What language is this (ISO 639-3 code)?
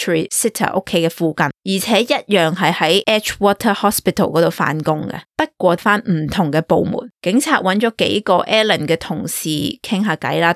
yue